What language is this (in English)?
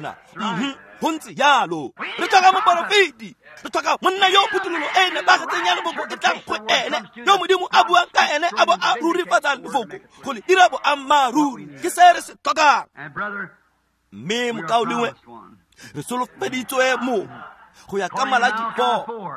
Tswana